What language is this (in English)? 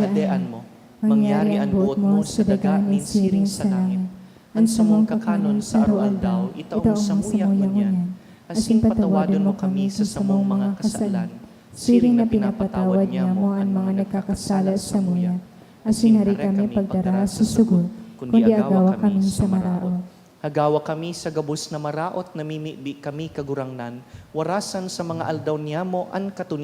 Bikol